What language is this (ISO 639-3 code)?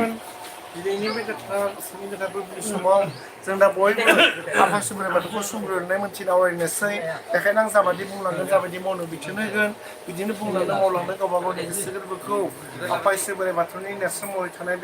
brx